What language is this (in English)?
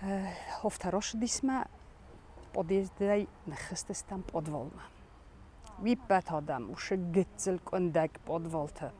Ossetic